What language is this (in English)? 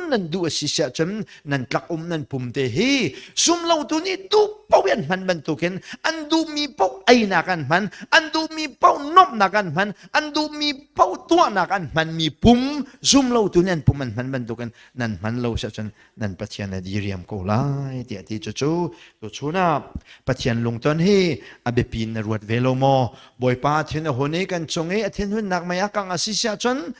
Hakha Chin